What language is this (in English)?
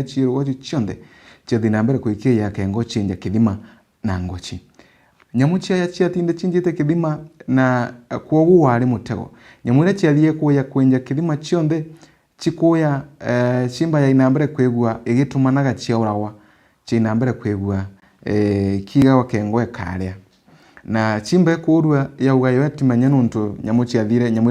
Meru